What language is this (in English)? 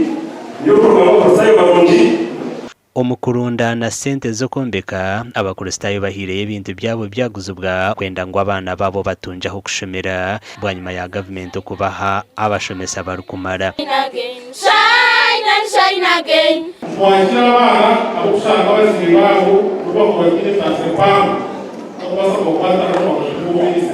Nyankole